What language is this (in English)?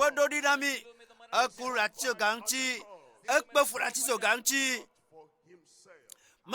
Ewe